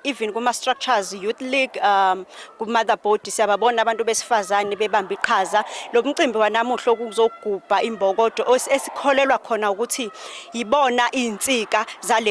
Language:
Zulu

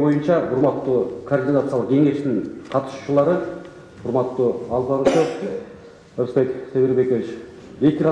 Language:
Kyrgyz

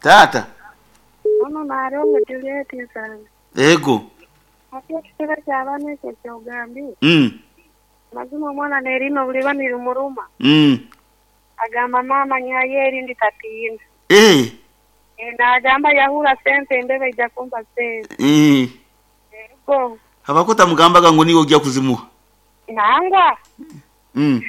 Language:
Nyankole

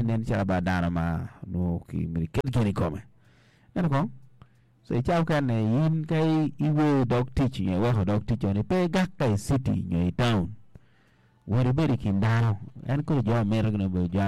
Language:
Acoli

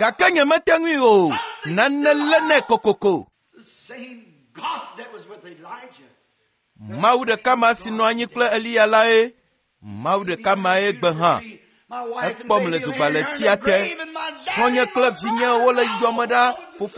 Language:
Ewe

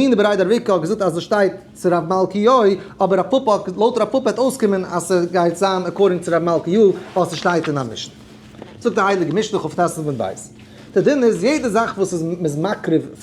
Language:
Yiddish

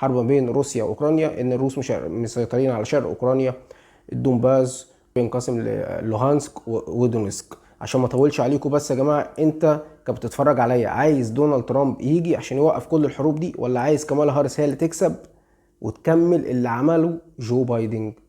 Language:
Egyptian Arabic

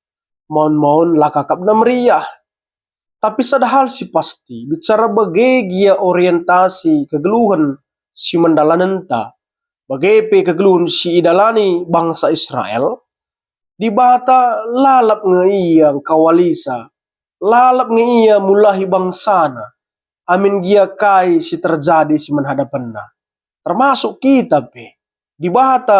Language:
Batak Karo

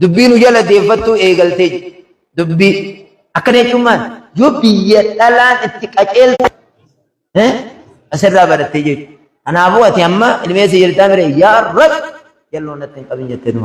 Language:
Oromo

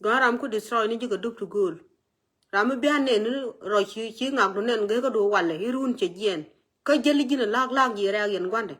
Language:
Nuer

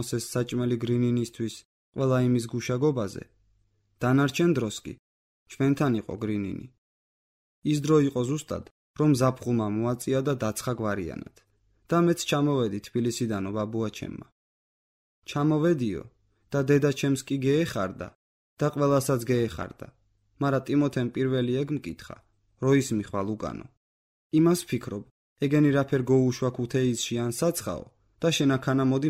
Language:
Georgian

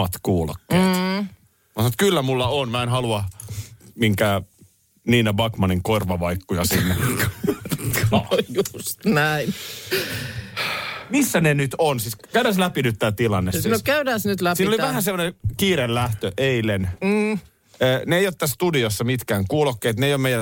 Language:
Finnish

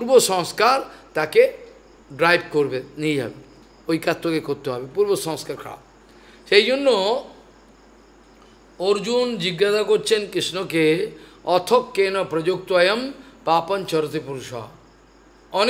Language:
Bangla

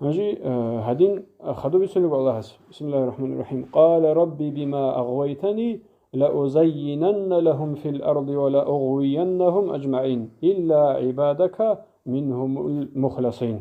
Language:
Avaric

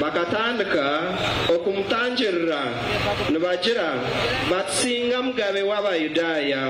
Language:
Nyankole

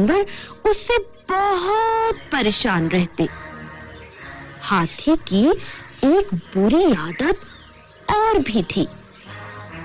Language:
Hindi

